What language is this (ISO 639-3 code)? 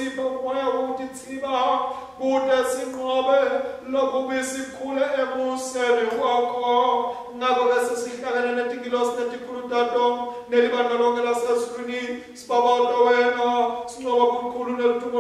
ssw